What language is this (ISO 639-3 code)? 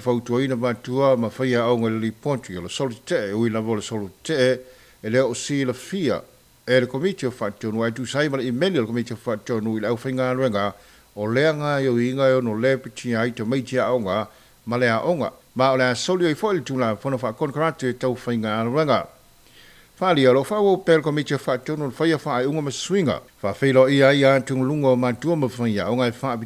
smo